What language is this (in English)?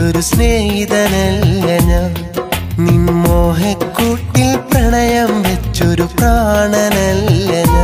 Malayalam